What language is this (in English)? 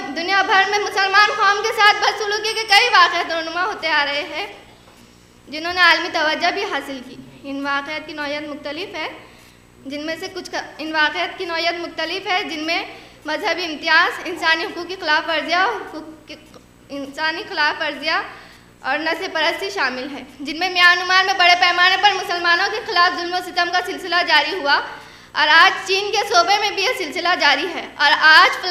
Urdu